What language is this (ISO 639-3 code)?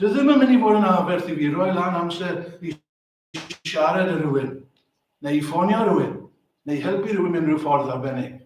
cym